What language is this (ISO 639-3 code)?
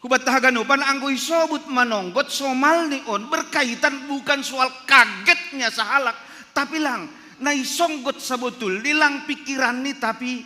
bts